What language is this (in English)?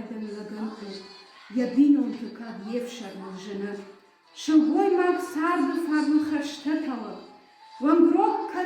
Ossetic